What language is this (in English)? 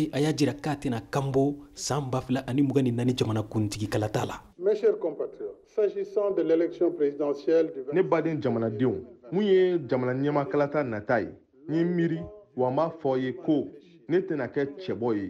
Bambara